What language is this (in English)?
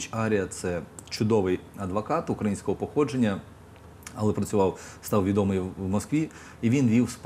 Ukrainian